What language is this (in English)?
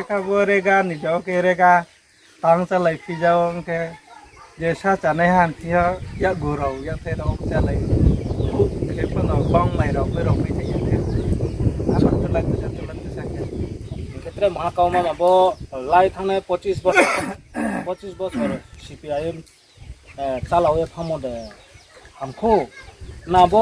Riang (India)